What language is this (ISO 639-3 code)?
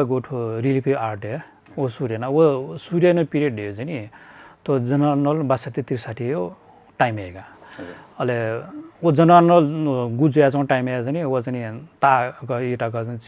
new